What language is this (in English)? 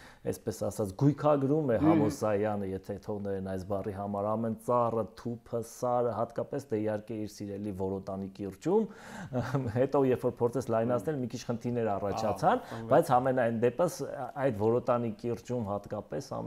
Armenian